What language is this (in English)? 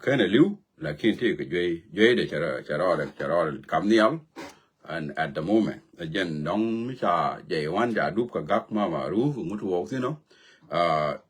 Nuer